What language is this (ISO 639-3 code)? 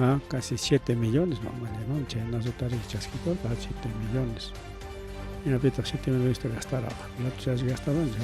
quy